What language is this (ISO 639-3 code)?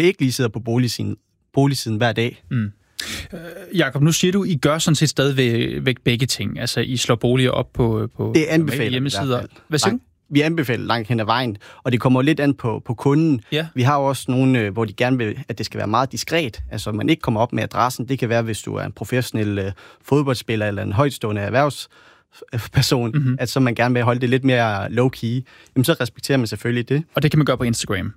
dan